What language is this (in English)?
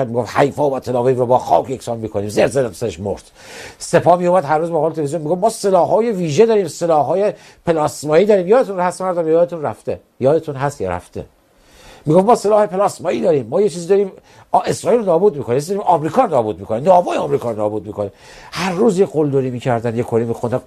Persian